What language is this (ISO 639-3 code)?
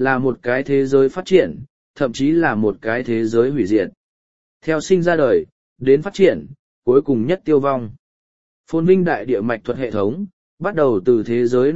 vie